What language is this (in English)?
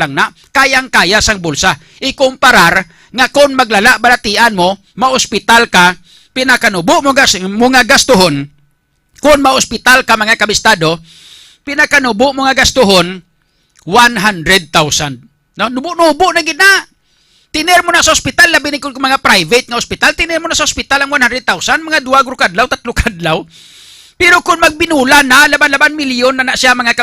Hiligaynon